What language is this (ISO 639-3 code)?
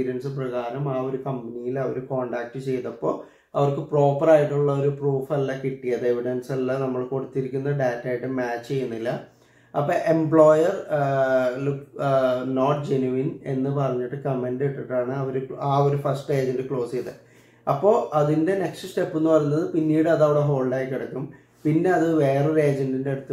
mal